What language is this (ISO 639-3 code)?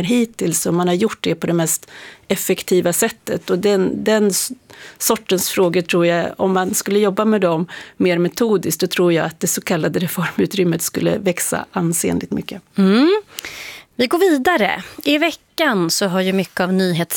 swe